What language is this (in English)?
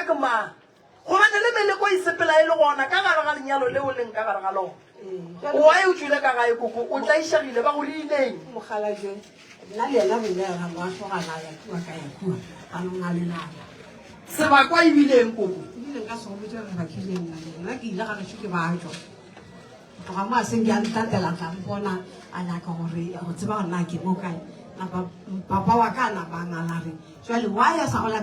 Northern Sotho